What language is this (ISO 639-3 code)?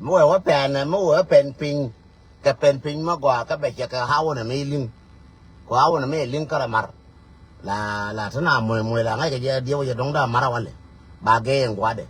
nus